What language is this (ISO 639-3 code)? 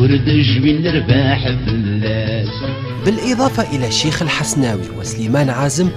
kab